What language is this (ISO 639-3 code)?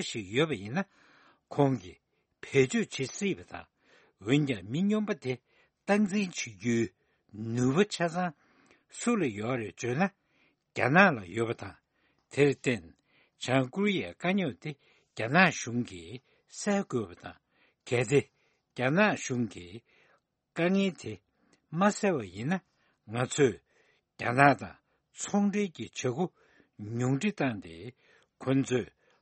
bod